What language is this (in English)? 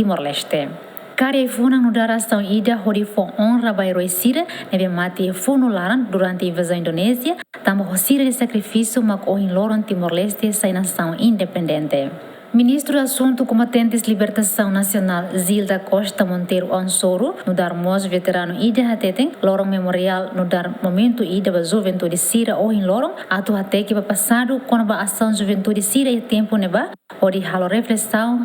Tetum